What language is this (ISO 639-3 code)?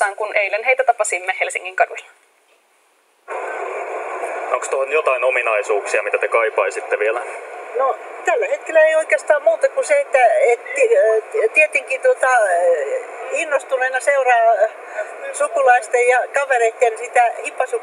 fin